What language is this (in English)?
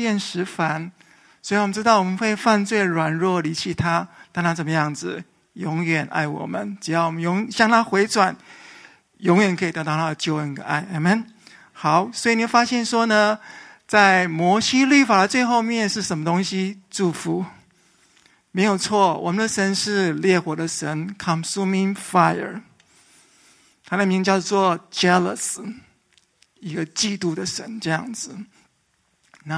Chinese